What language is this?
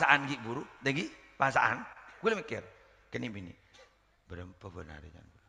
Madurese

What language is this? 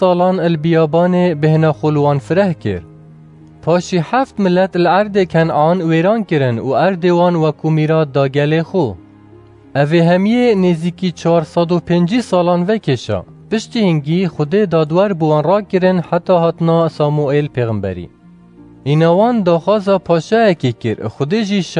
Kurdish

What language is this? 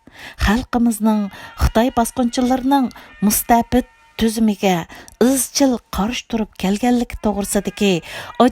Uyghur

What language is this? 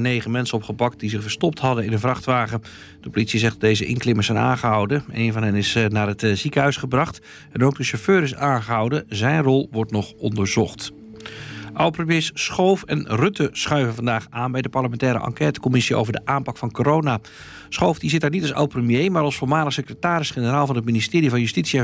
Dutch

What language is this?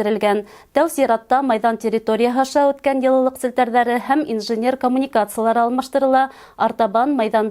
Bashkir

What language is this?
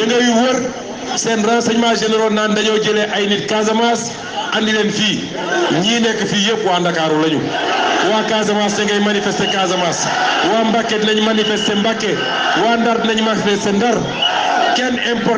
Wolof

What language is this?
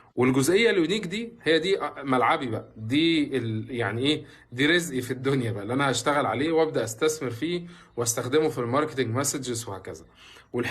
Egyptian Arabic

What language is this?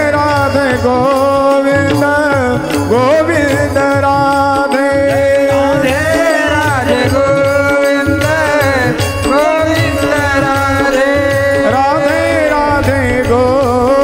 Marathi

